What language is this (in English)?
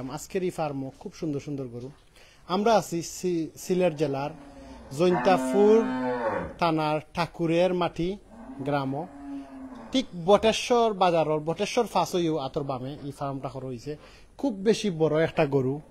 Sylheti